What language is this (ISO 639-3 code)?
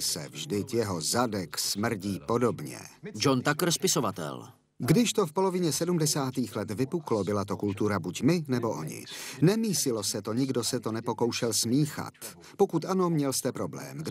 ces